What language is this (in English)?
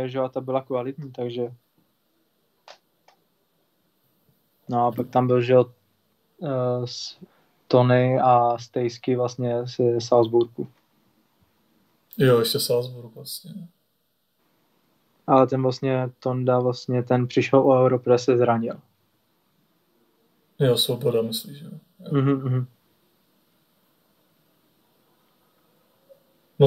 Czech